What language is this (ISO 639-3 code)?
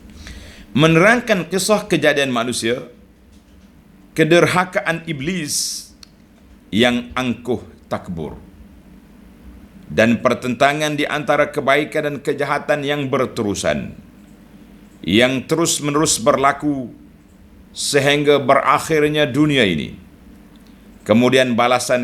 msa